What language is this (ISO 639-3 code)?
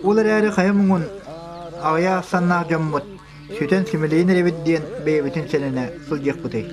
sah